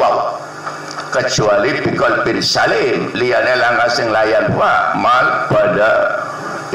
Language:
Javanese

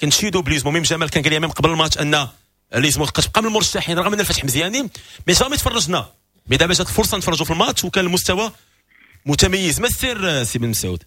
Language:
Moroccan Arabic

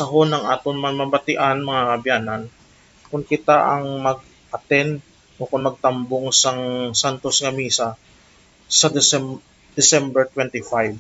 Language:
Hiligaynon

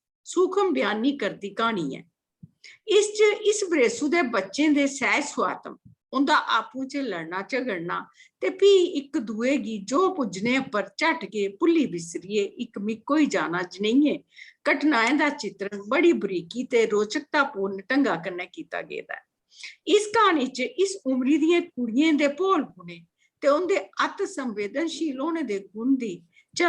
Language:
Dogri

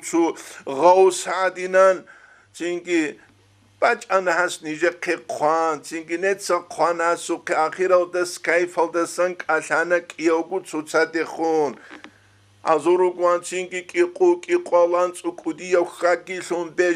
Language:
Avaric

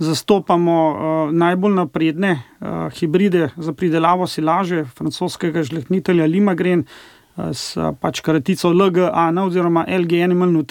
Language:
Slovenian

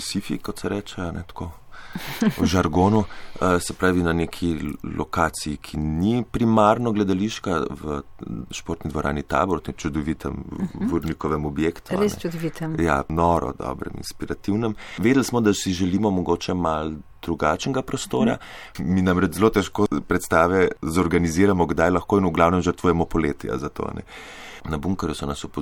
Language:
Slovenian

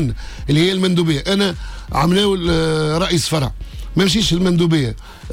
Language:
Tunisian Arabic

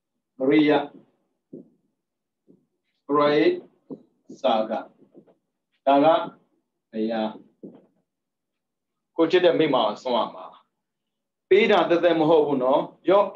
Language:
Burmese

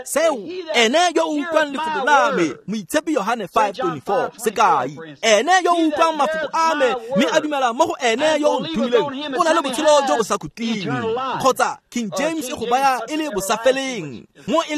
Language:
Tswana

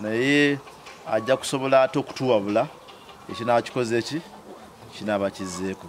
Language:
Ganda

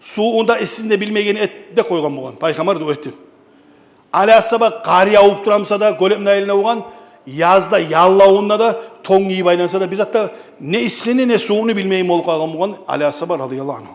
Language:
Kumyk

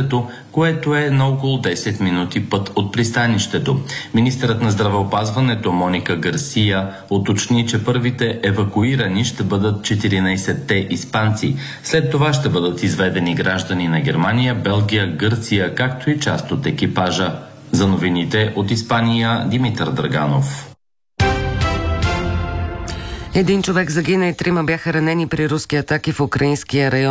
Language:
Bulgarian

